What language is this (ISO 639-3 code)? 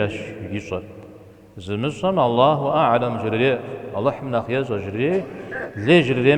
kbd